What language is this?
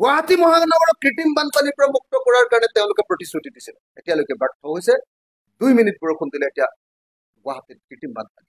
Assamese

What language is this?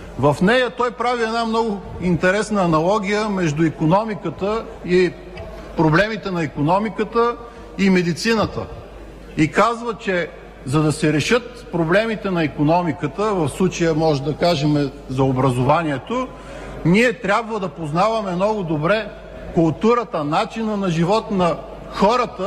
Bulgarian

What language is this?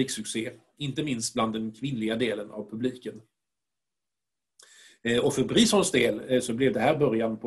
Swedish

